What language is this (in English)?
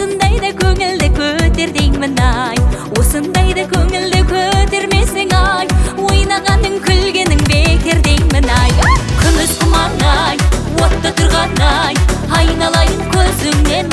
Kazakh